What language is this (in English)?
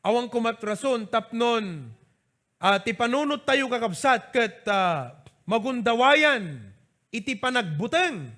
Iloko